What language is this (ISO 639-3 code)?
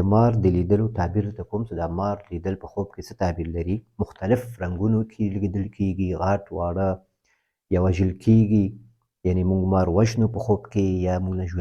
pus